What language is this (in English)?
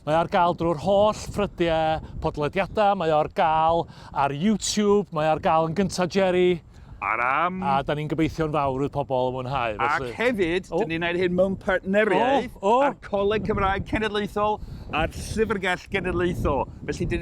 Welsh